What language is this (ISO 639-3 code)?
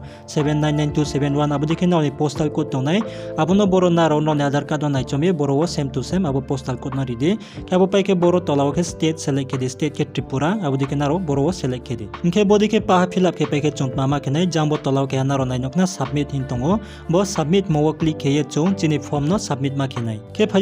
ria